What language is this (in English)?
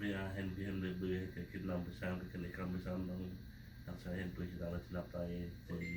Central Mnong